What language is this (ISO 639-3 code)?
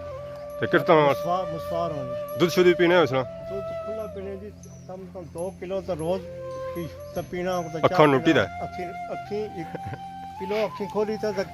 phr